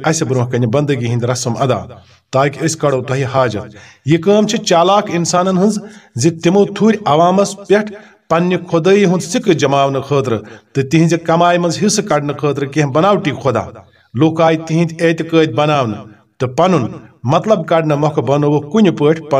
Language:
Kashmiri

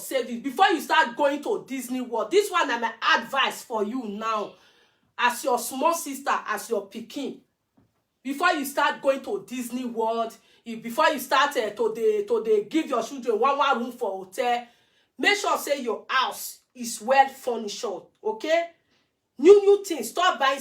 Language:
Nigerian Pidgin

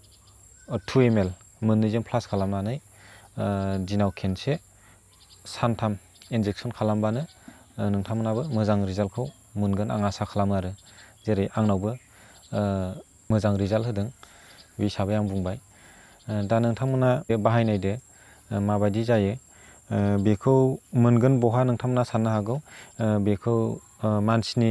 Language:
Bodo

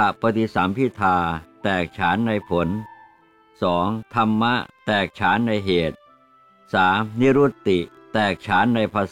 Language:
Thai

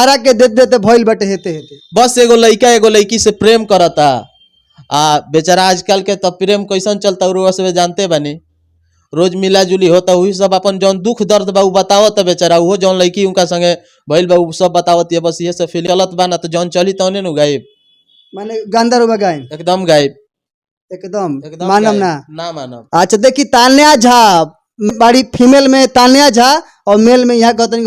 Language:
Bhojpuri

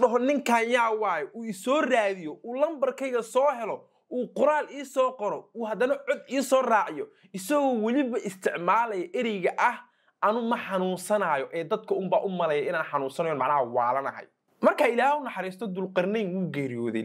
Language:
Somali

